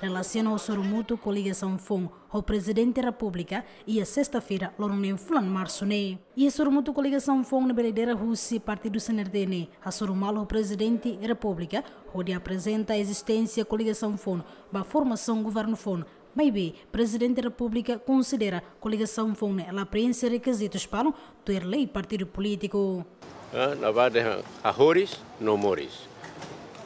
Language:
Tetum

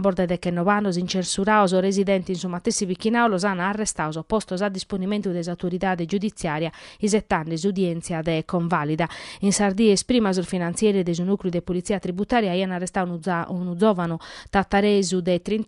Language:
Sardinian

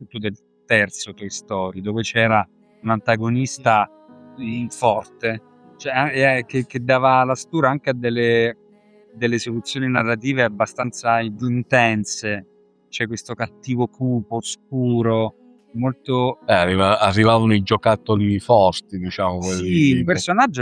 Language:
Italian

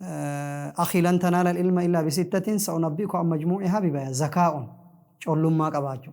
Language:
Oromo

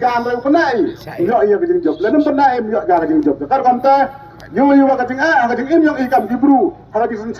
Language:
Khasi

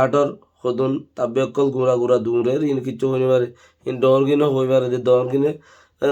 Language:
Rohingya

